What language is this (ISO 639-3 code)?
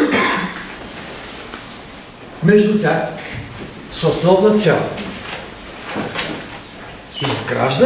bul